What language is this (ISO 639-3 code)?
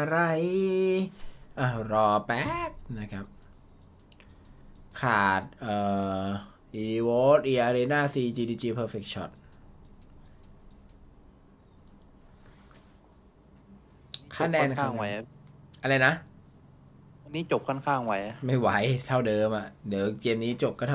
tha